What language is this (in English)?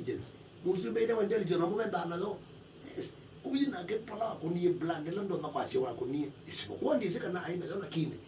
Kamba